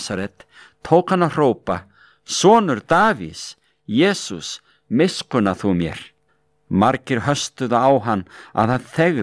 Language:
Icelandic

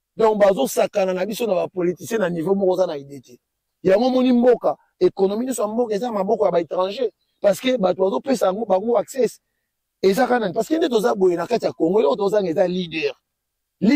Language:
Lingala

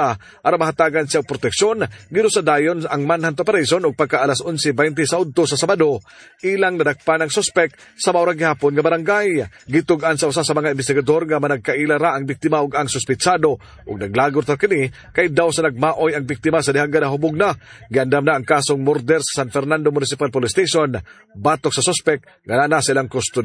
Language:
Cebuano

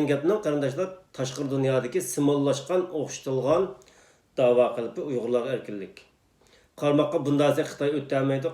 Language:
Uyghur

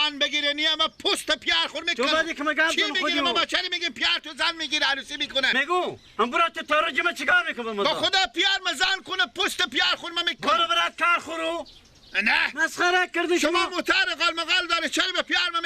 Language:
Persian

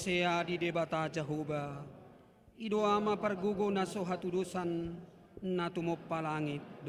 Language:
Batak Toba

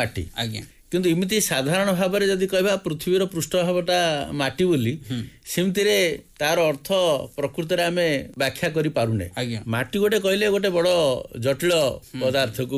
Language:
Odia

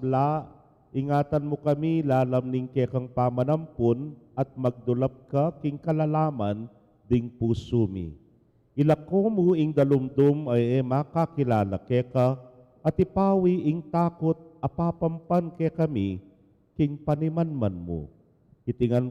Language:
Pampanga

